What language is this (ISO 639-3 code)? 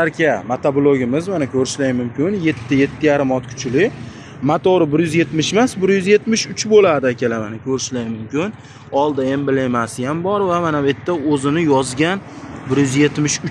uzb